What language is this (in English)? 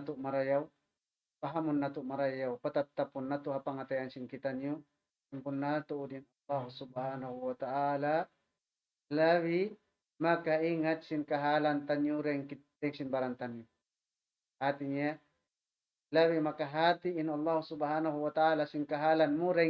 Tausug